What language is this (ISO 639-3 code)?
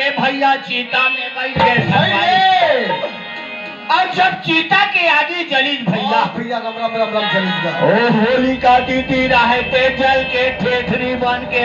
hne